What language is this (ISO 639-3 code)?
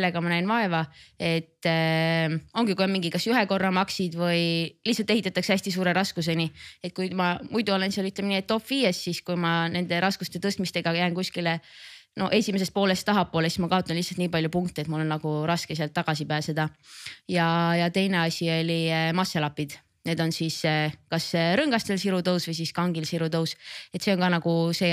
est